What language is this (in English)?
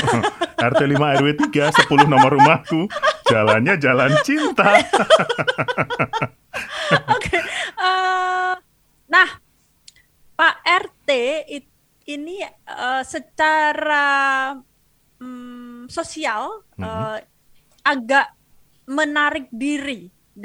Indonesian